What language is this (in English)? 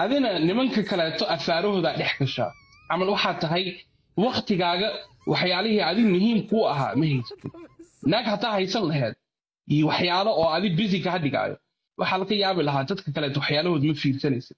Somali